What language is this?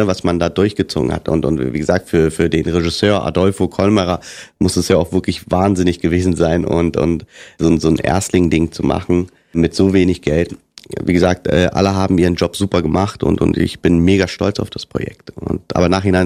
German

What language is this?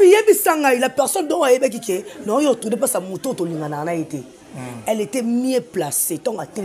Lingala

